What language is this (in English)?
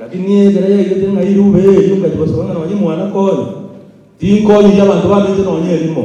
Gusii